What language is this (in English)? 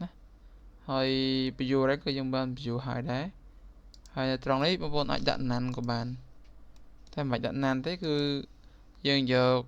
Khmer